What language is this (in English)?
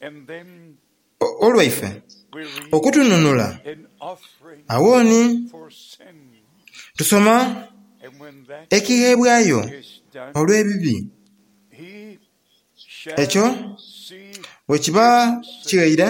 Soga